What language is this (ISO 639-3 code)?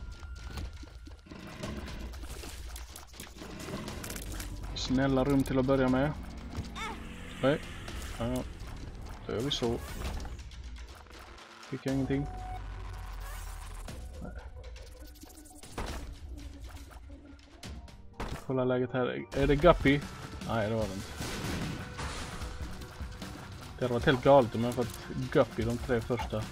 swe